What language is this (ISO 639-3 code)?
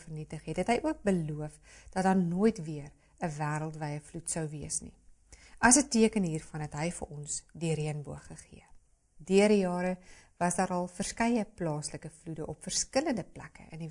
afr